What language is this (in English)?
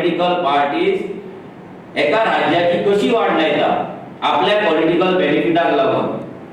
Konkani